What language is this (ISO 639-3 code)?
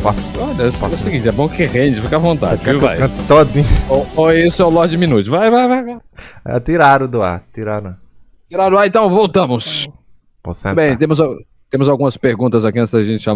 por